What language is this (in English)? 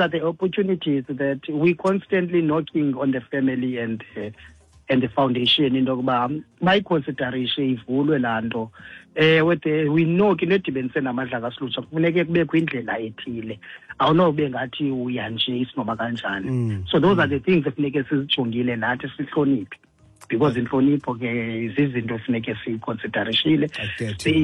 Xhosa